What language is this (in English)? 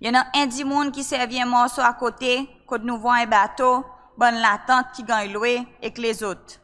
Seselwa Creole French